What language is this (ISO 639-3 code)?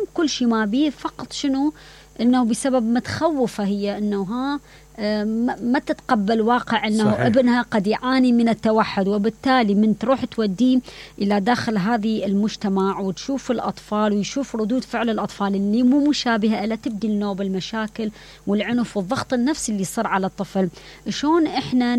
acm